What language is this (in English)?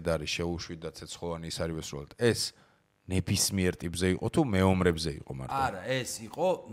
Georgian